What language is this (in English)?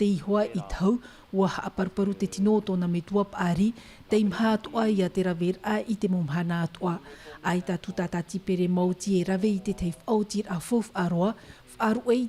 Tahitian